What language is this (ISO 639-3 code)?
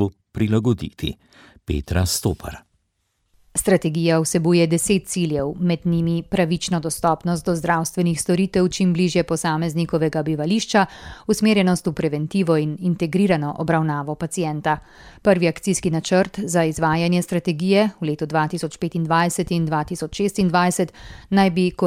slv